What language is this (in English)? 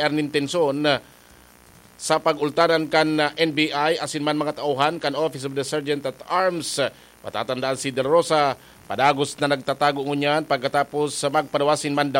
Bikol